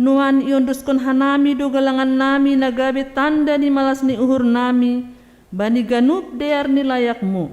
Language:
Batak Simalungun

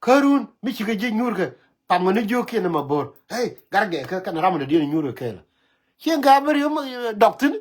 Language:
Nuer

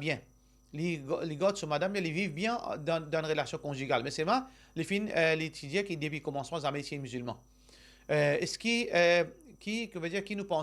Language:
Morisyen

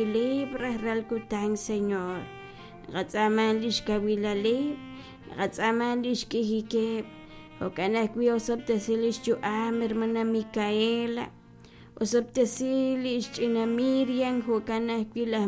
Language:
Kekchí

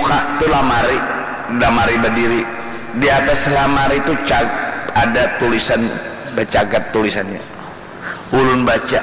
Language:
Banjar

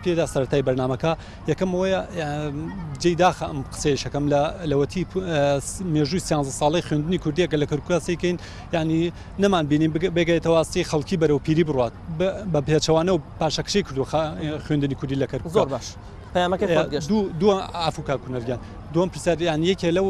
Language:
Central Kurdish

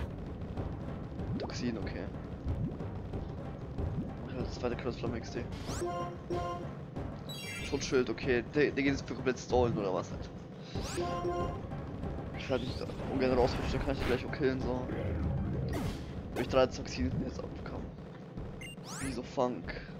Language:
German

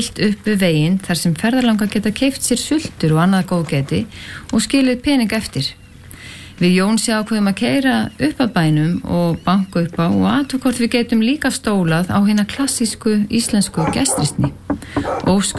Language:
Icelandic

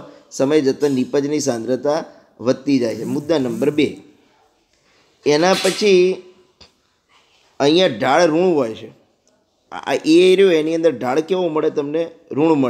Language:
Gujarati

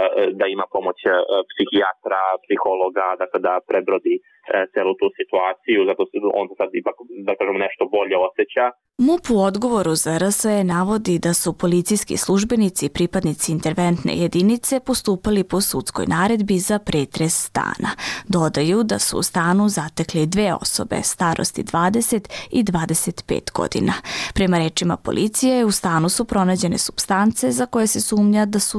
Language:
Serbian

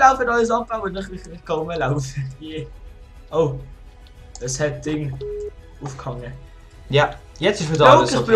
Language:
Swiss German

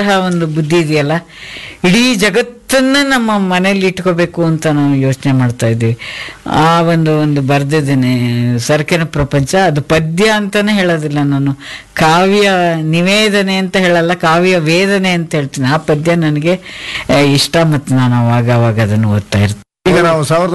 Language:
Kannada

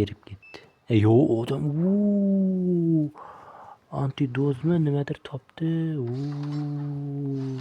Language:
Uzbek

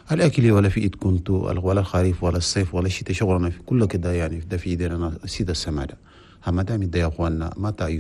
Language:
Chadian Arabic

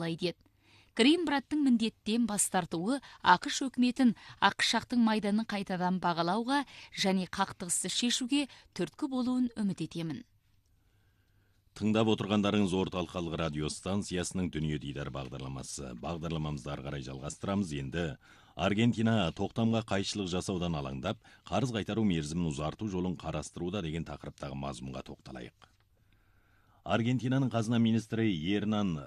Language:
Kazakh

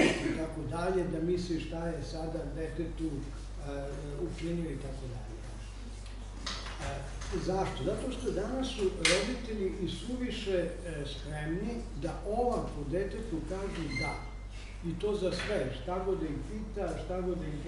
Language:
Serbian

